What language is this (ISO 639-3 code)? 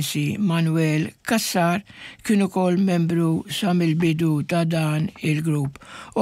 mlt